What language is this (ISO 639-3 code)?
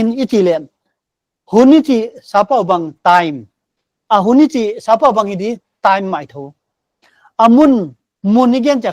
pck